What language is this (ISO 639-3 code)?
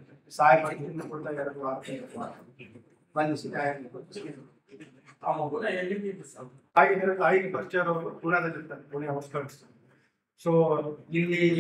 kan